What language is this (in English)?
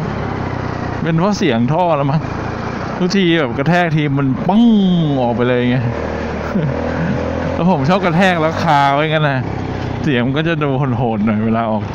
Thai